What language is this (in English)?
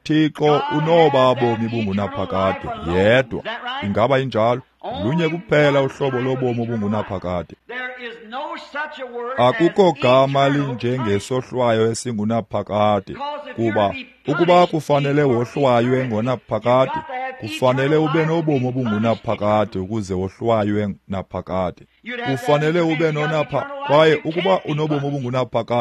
Xhosa